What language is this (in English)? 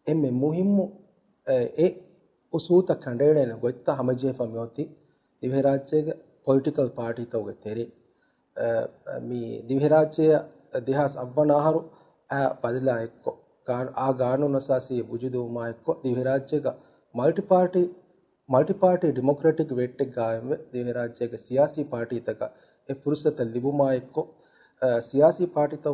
Divehi